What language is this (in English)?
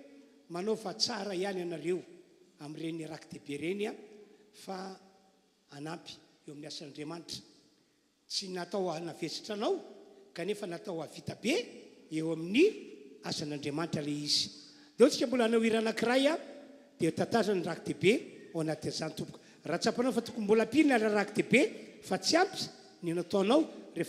Malagasy